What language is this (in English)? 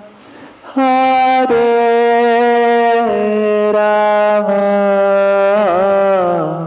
Hindi